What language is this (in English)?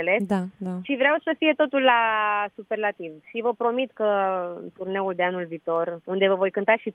Romanian